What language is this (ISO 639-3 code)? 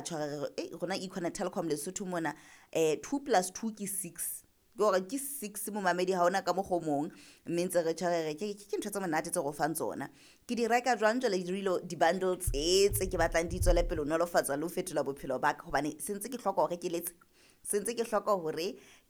sot